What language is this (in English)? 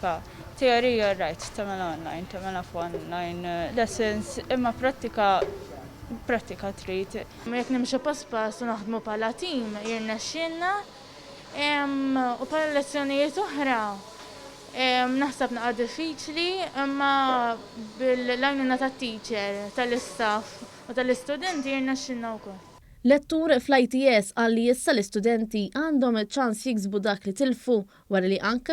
Maltese